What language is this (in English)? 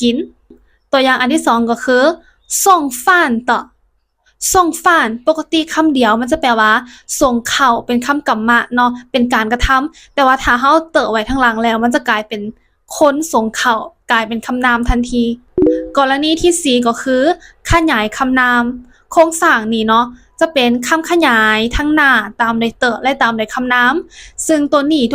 Lao